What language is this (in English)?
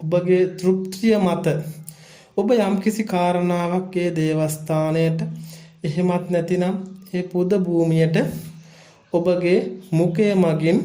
Sinhala